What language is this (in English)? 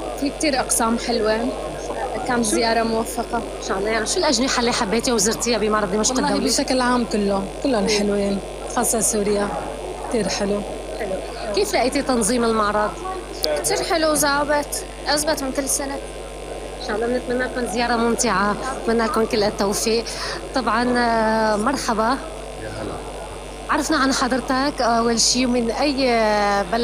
North Levantine Arabic